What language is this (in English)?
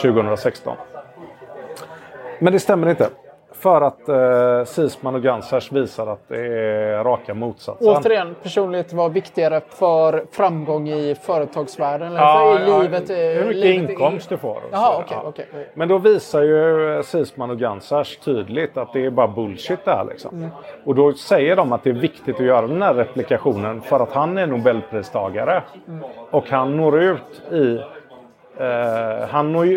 Swedish